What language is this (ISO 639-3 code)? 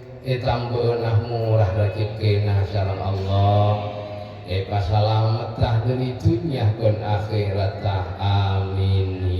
mad